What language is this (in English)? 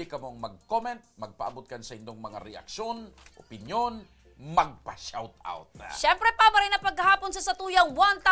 Bikol